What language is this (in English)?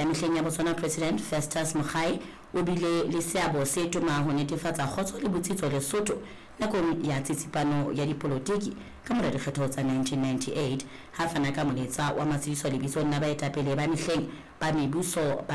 Southern Sotho